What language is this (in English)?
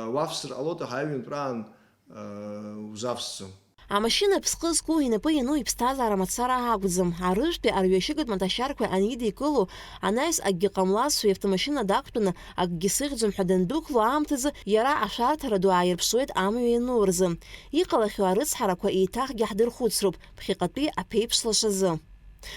Abkhazian